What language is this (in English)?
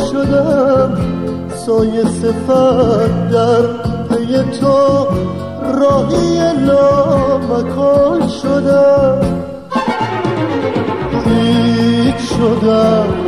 Persian